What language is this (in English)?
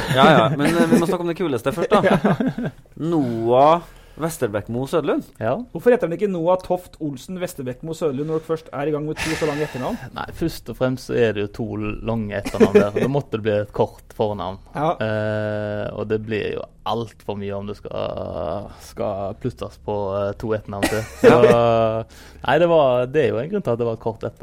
Norwegian